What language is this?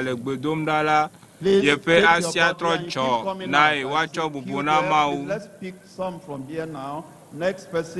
Ewe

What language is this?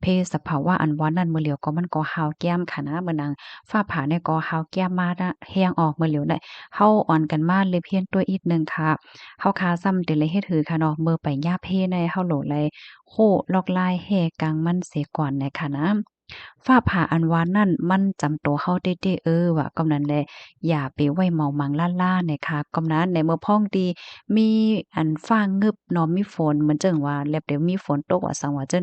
Shan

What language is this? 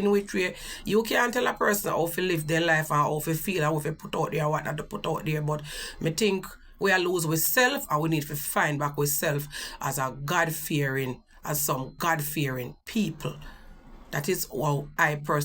Jamaican Creole English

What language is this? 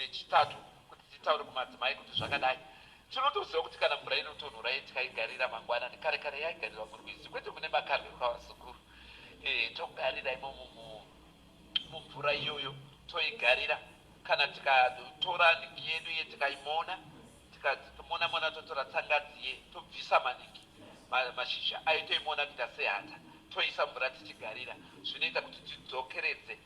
Shona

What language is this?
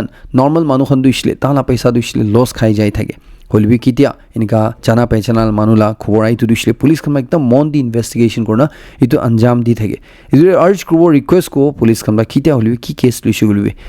Naga Pidgin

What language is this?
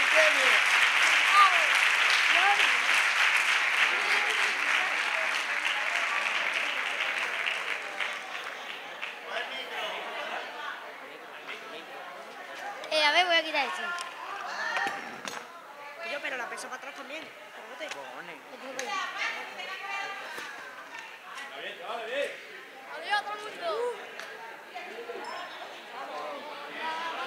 Spanish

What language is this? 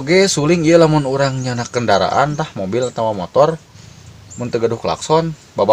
Sundanese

